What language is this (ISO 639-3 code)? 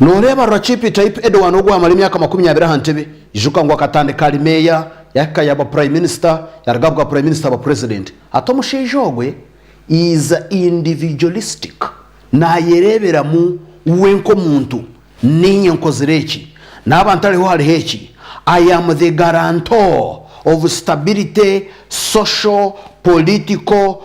nyn